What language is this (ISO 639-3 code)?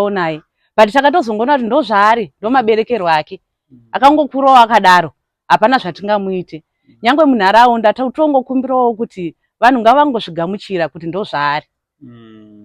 sna